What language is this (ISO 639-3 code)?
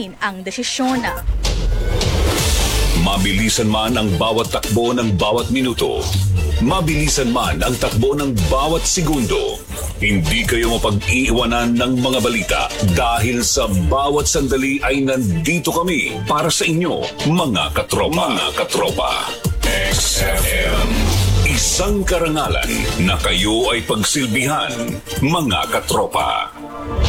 fil